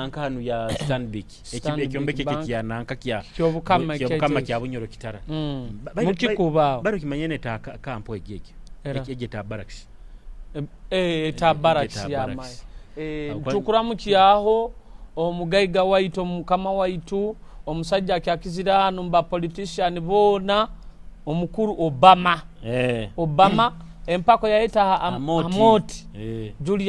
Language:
Nyoro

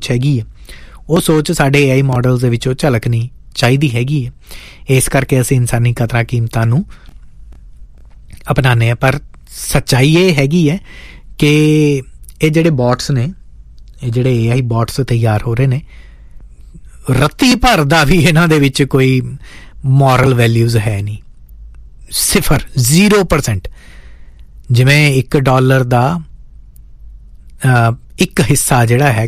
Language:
Punjabi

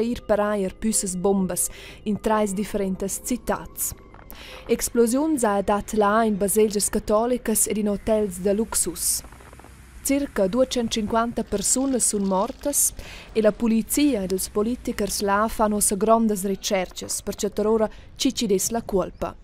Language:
Romansh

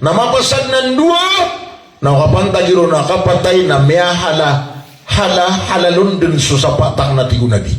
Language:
Maranao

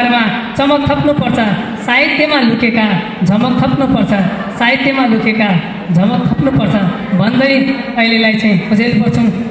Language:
Nepali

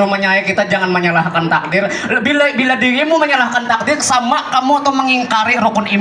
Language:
Banjar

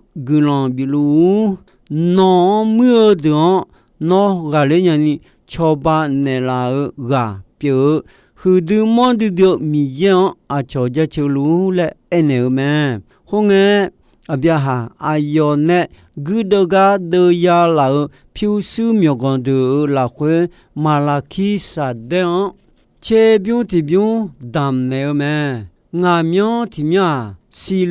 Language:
Akha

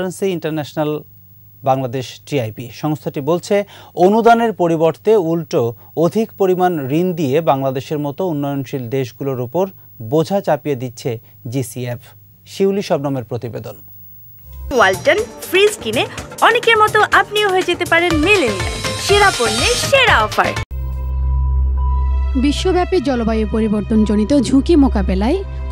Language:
Bangla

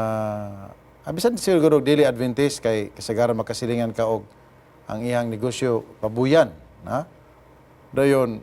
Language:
Cebuano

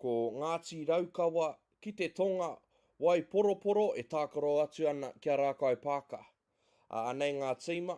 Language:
Māori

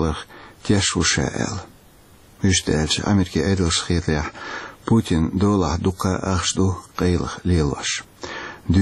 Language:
Chechen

